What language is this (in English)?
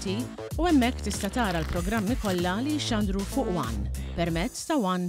Maltese